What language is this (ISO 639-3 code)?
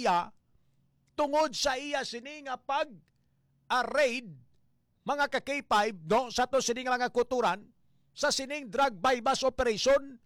hil